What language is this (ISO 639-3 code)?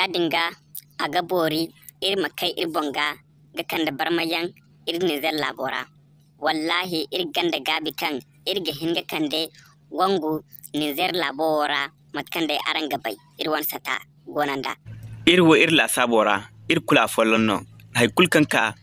dje